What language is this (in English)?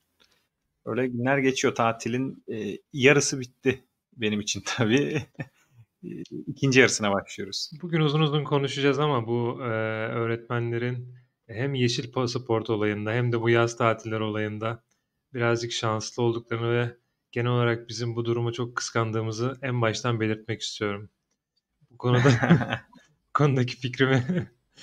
Turkish